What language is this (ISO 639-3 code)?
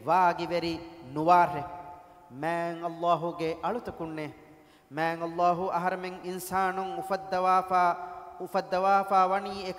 div